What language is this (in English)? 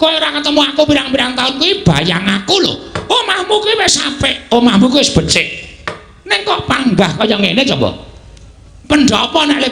Javanese